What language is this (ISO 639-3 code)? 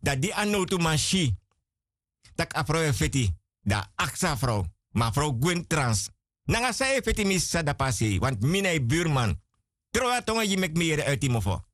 srn